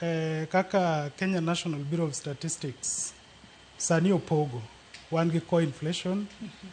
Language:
Luo (Kenya and Tanzania)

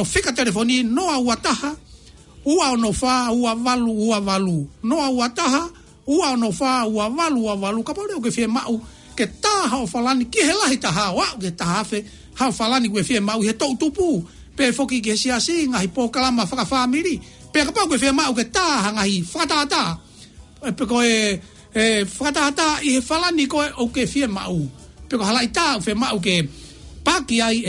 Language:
Tongan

